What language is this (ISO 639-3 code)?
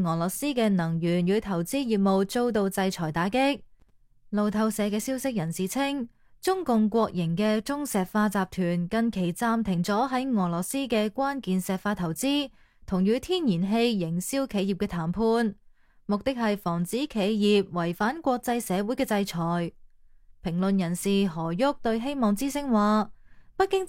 yue